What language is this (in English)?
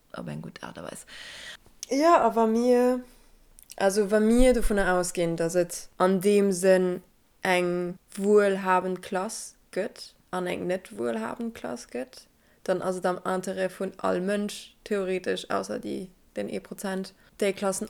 Luxembourgish